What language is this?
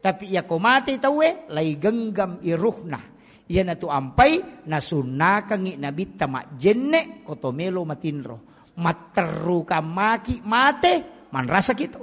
Buginese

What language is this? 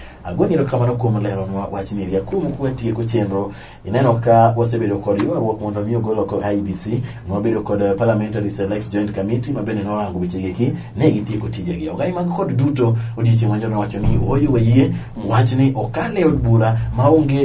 Luo (Kenya and Tanzania)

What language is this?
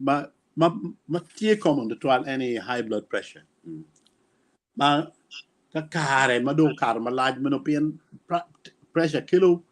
Acoli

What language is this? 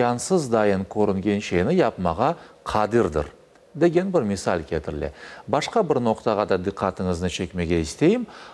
Crimean Tatar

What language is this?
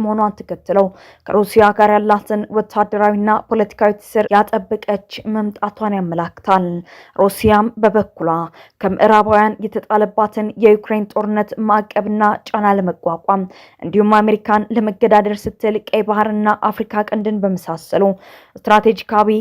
Amharic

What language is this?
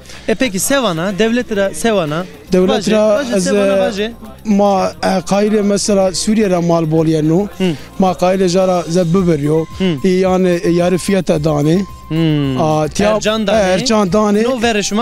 Zaza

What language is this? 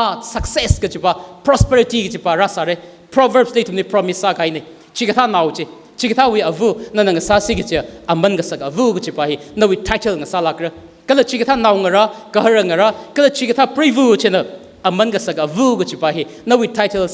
Tangkhul Naga (India)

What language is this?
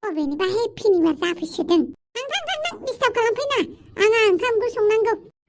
Bodo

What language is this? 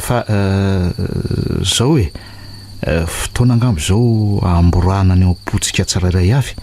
Malagasy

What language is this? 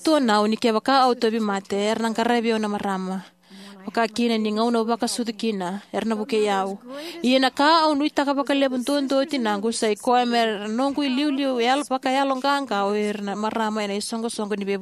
Fijian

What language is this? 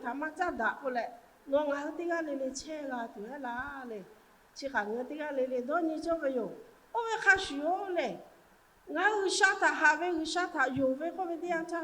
Lahu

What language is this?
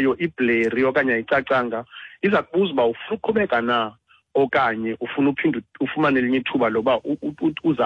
Xhosa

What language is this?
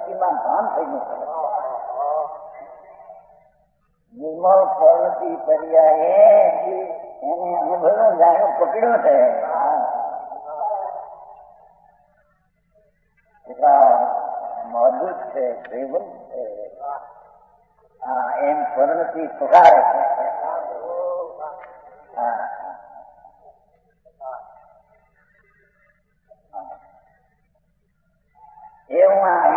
Gujarati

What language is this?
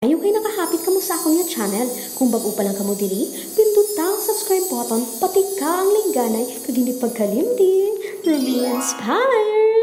Hiligaynon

